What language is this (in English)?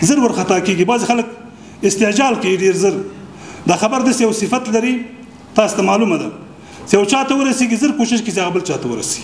Pashto